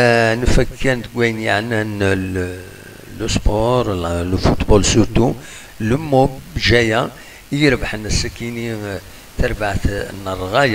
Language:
Kabyle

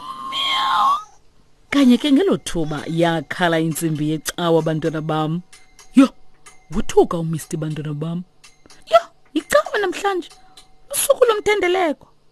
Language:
Xhosa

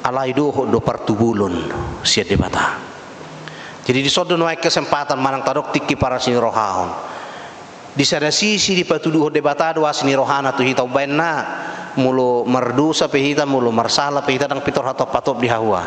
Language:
Batak Toba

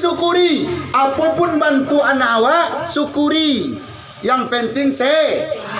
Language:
Minangkabau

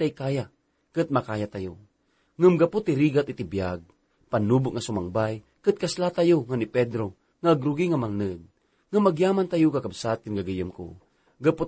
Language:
Iloko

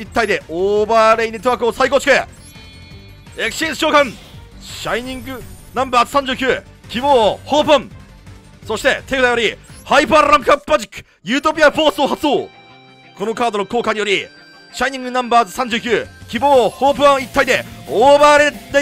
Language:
Japanese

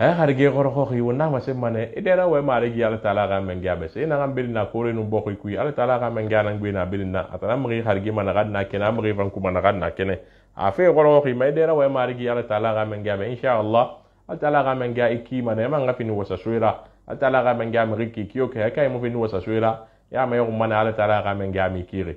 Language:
Susu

